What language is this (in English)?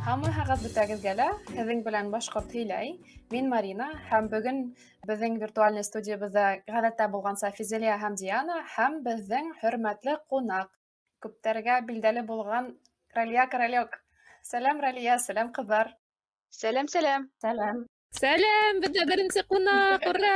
Bashkir